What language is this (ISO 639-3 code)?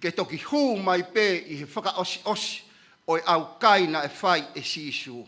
ton